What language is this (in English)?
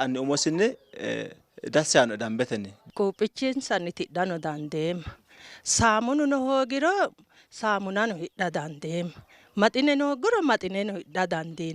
Sidamo